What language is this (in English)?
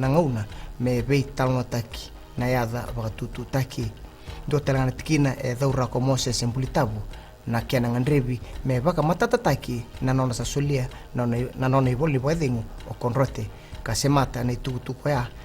Fijian